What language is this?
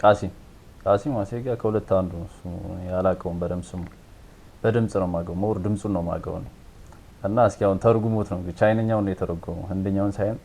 Amharic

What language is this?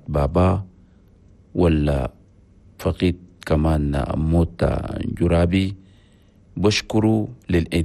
Chadian Arabic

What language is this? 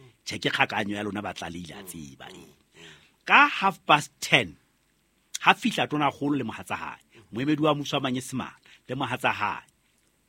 Southern Sotho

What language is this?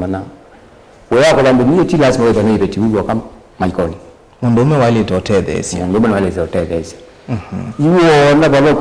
Kamba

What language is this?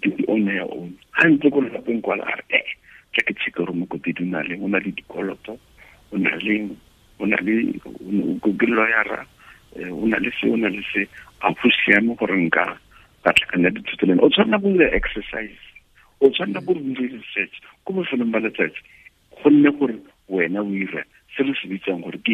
Tswana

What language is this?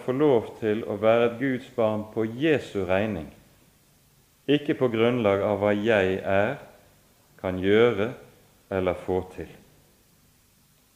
Norwegian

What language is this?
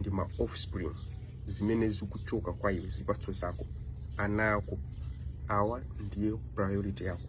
Nyanja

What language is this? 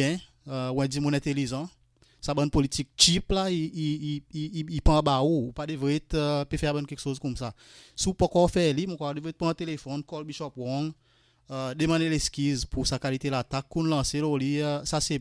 Seselwa Creole French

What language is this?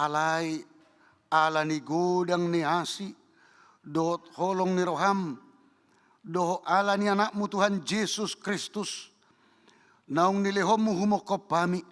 Batak Toba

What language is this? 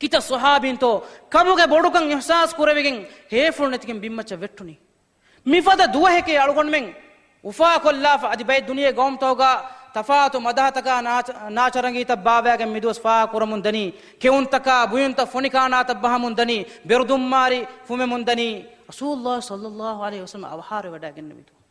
Divehi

